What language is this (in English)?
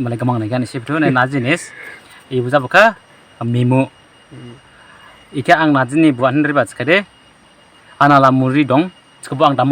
Dimasa